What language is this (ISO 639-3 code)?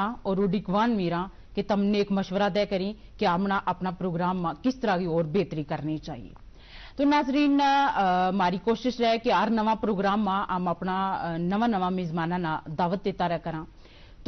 gju